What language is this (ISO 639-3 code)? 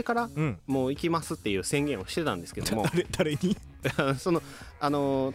jpn